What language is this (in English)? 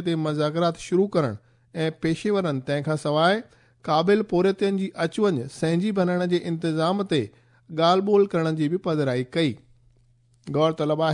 Sindhi